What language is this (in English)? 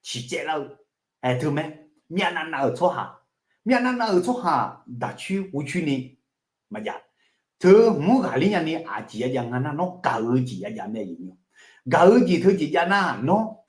Akha